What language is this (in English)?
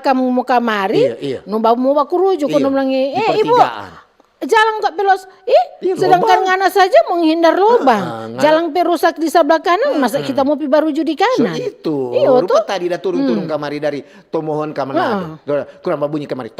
Manado Malay